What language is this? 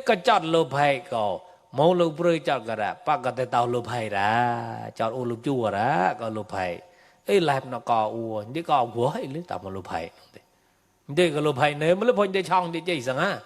Mon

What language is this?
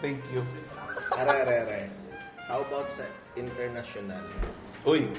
Hiligaynon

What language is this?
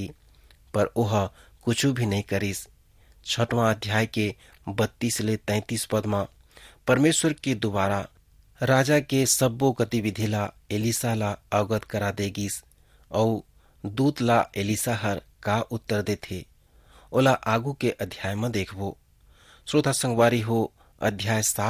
Chhattisgarhi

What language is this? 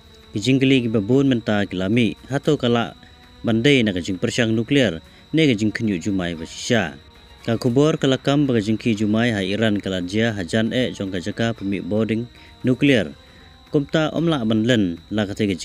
Khasi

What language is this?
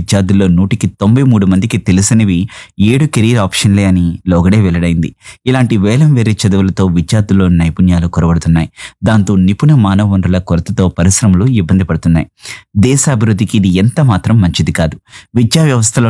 Telugu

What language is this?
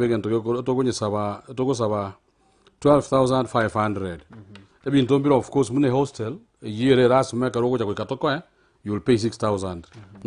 Gusii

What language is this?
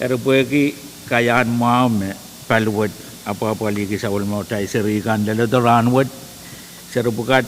Pohnpeian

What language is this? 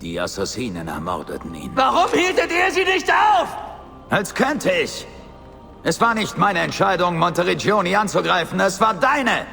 Bavarian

